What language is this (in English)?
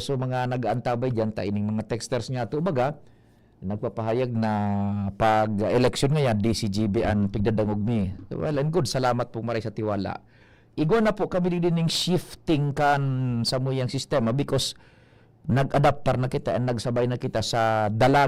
Bikol